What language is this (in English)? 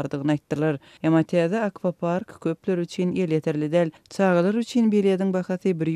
Turkmen